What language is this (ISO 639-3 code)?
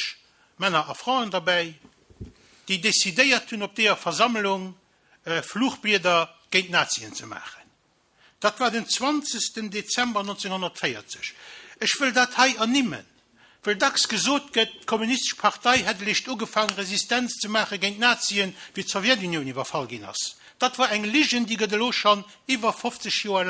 ltz